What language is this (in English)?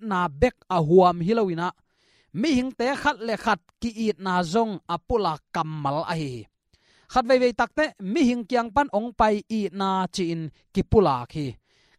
Tedim Chin